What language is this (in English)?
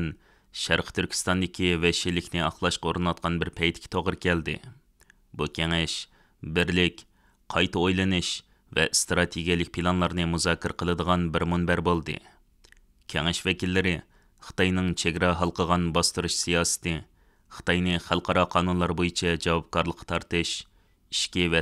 Uyghur